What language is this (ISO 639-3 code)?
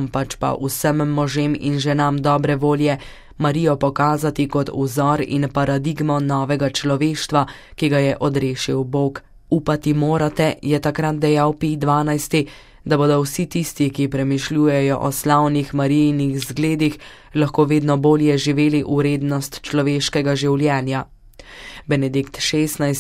slv